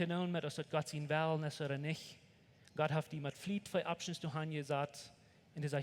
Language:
Plautdietsch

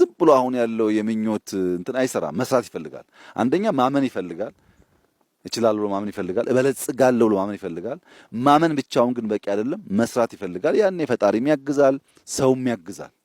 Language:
Amharic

